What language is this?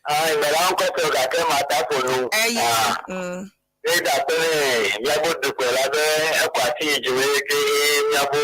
Ewe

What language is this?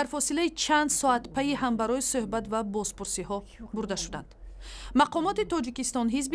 Tajik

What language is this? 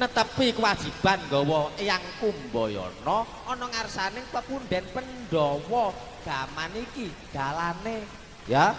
Javanese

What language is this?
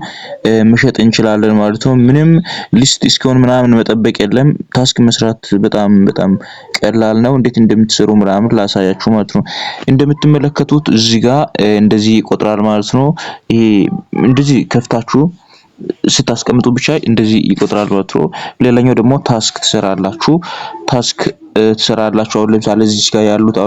Amharic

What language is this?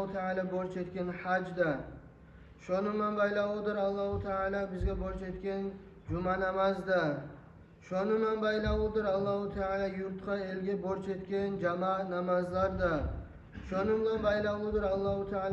Kumyk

